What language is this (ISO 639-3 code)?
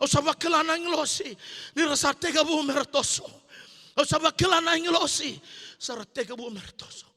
fij